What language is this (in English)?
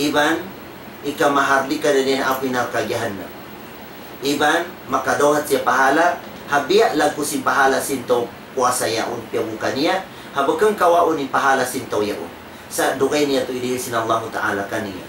Tausug